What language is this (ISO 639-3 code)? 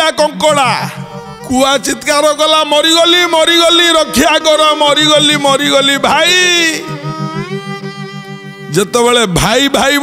ori